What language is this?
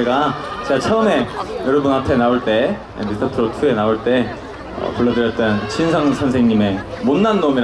Korean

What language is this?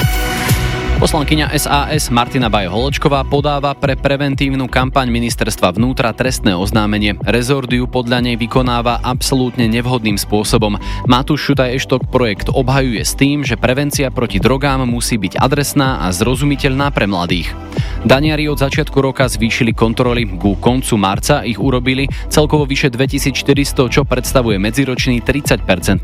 Slovak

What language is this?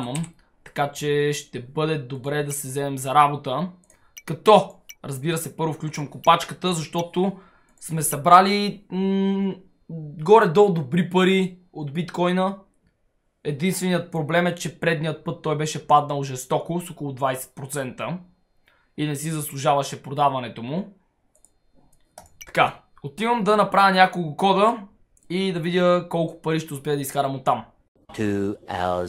Bulgarian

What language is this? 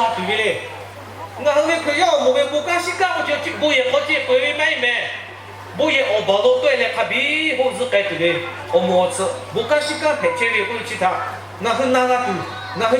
Lahu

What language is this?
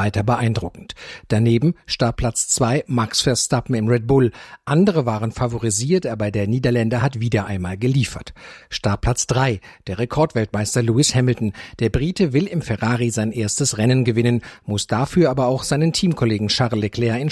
German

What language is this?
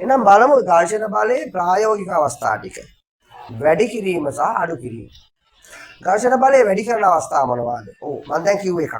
Sinhala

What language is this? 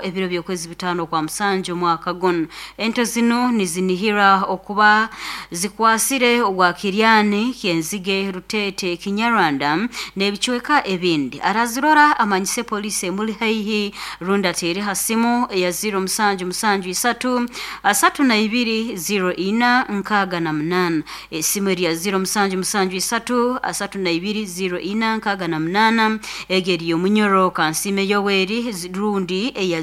Nyoro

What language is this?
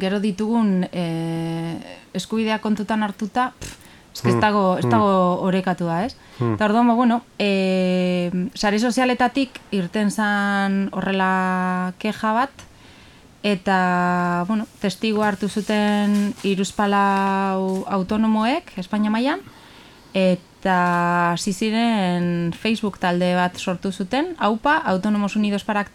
Basque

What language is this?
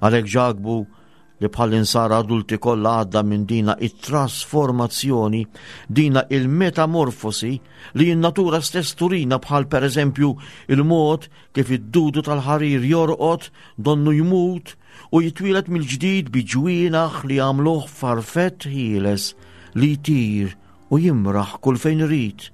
Maltese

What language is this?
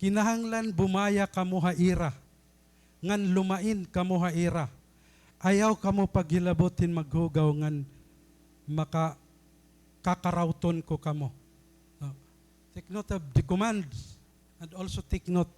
Waray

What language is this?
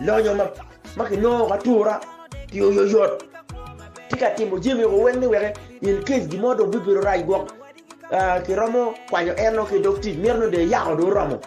Acoli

